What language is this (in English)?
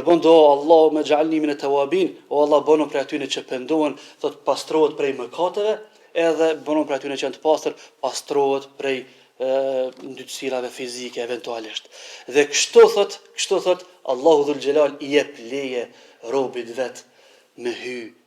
Albanian